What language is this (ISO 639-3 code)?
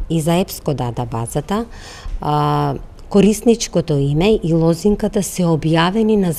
mkd